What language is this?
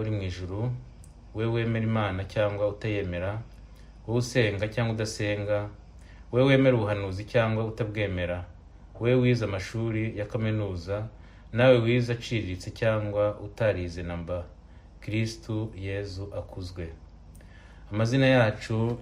Kinyarwanda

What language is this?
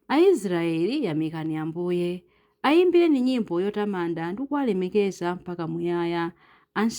Nyanja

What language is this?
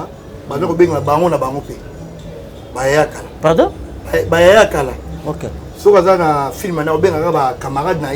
Lingala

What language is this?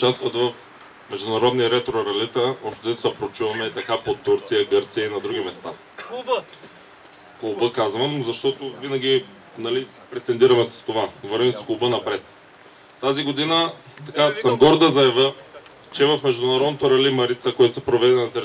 Bulgarian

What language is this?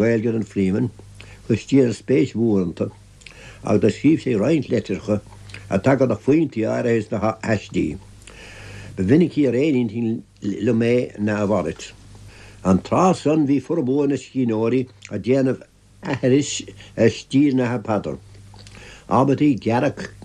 Irish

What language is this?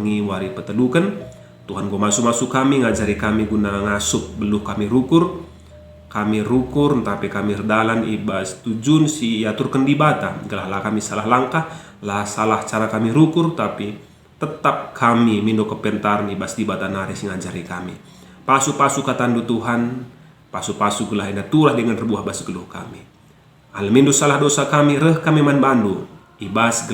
Batak Karo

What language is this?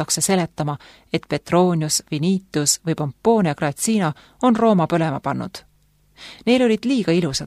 Estonian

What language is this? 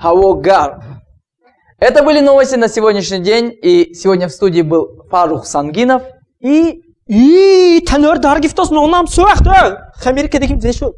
Tajik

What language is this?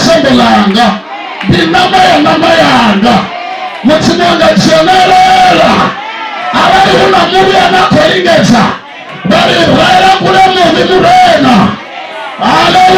Venda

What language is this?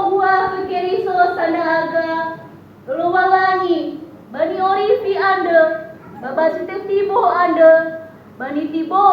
Nias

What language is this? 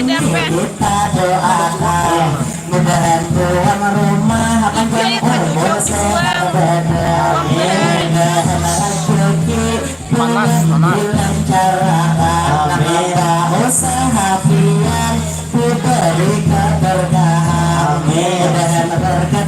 Banjar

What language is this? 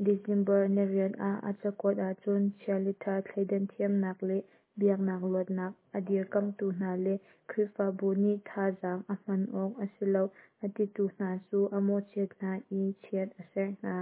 Hakha Chin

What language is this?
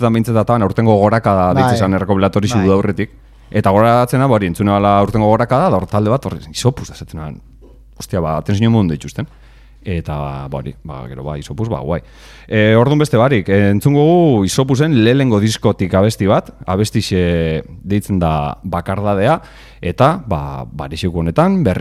Basque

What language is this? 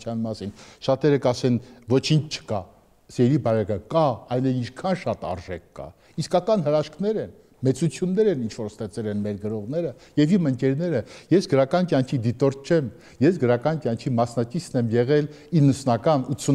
Armenian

